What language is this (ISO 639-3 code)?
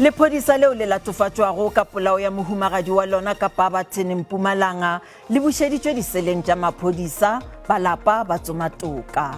nso